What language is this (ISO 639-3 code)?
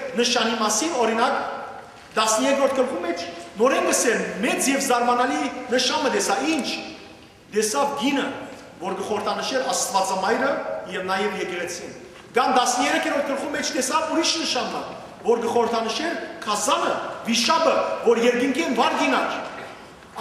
hyw